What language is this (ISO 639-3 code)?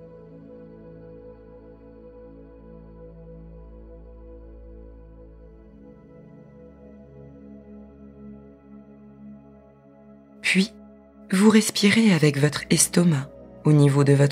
fra